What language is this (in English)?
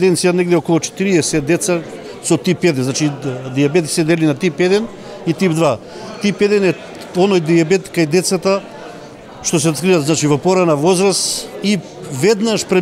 Macedonian